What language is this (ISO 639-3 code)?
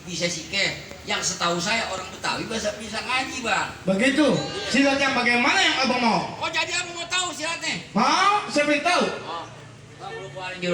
bew